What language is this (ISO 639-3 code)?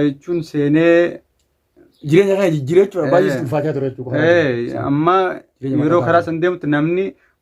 orm